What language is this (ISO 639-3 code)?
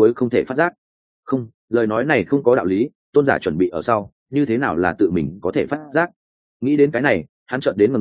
vie